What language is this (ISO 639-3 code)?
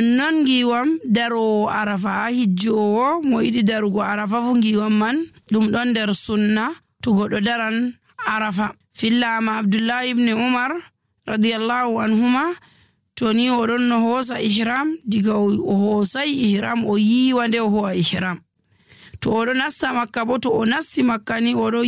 fuv